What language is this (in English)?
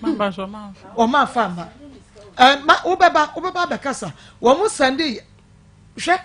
Akan